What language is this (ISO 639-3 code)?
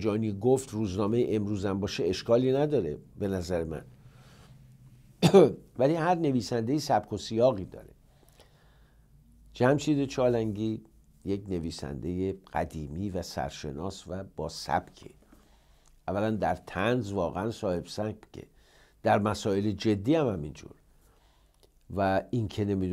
fas